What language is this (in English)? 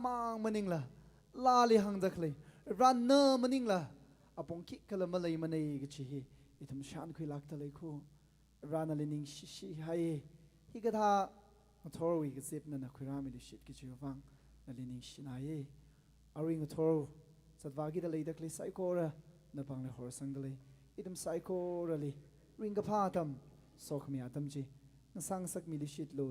Tangkhul Naga (India)